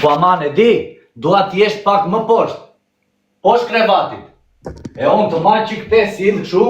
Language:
Albanian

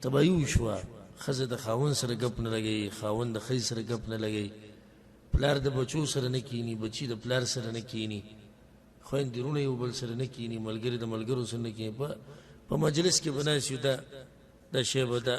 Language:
Pashto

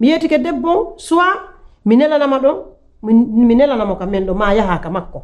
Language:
Pular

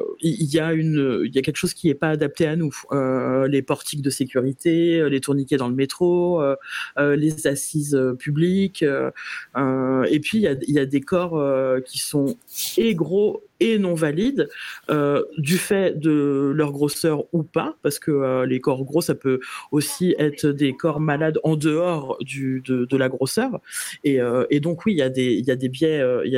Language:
French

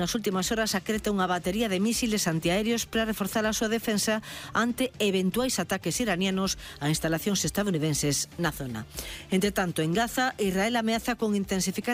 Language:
Galician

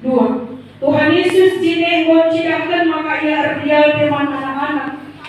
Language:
Batak Karo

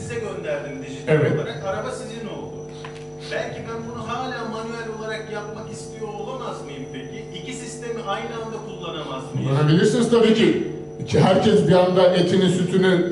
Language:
Turkish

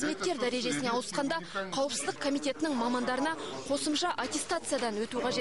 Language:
Kazakh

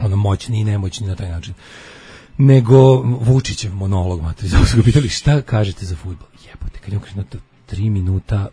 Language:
Serbian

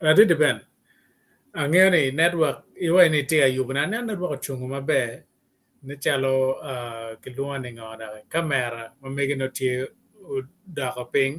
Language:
Acoli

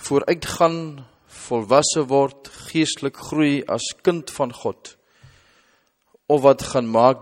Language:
Afrikaans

